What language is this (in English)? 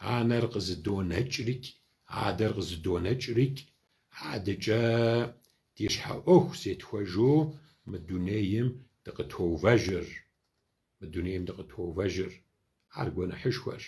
Kabardian